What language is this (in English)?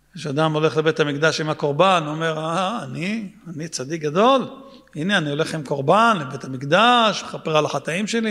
Hebrew